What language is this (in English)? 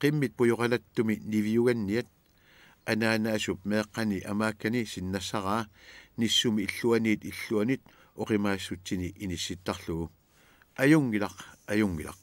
Kalaallisut